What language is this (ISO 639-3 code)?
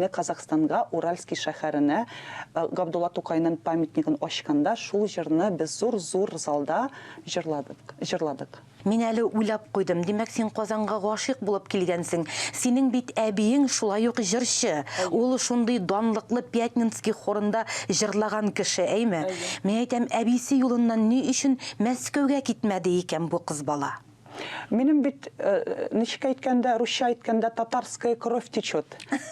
tat